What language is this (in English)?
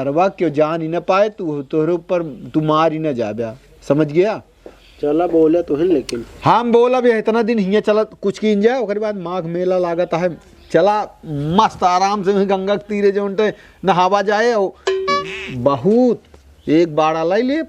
Awadhi